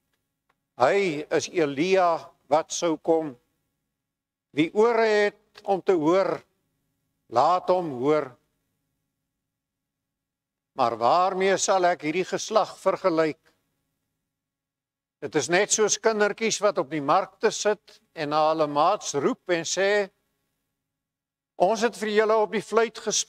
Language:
Afrikaans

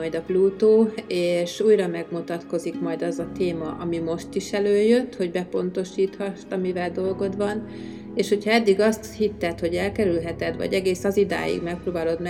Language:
Hungarian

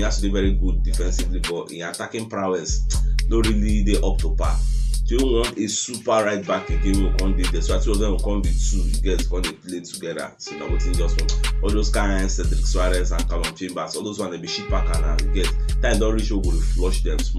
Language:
Nigerian Pidgin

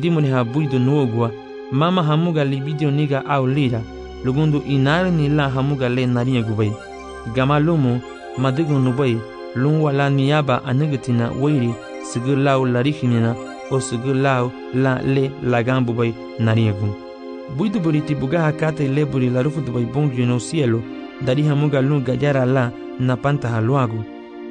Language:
Garifuna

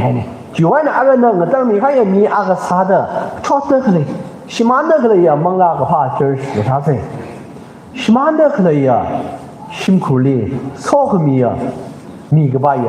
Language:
Tangkhul Naga (India)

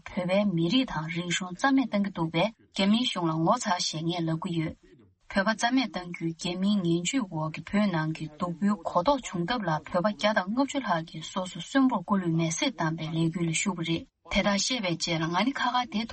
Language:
Tibetan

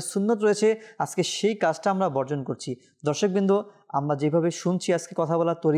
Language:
Bangla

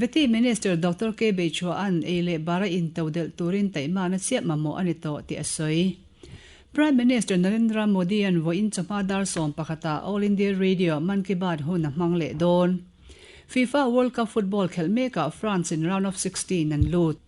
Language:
Mizo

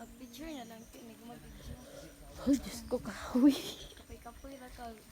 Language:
Cebuano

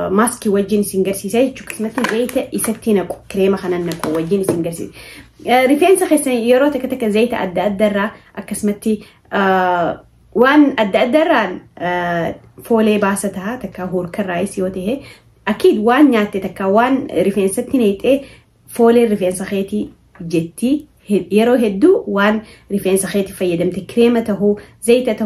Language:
Oromo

